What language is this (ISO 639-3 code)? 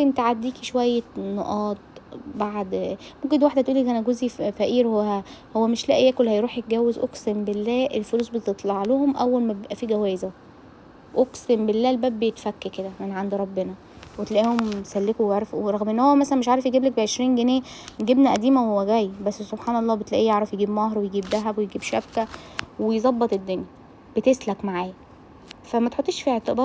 arz